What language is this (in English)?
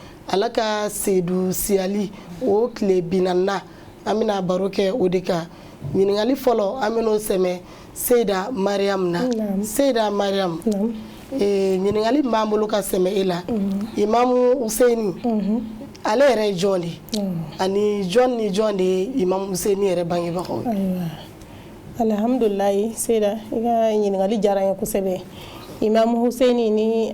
Bambara